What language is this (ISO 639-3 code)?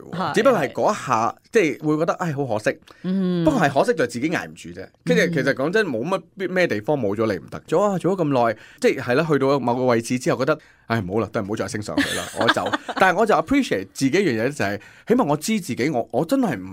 yue